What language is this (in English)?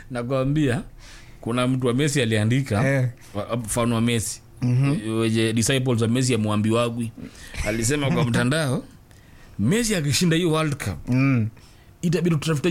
Swahili